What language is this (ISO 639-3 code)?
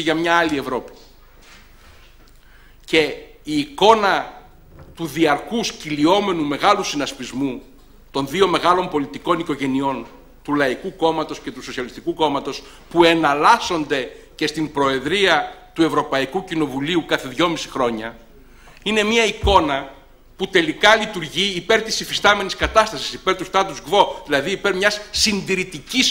ell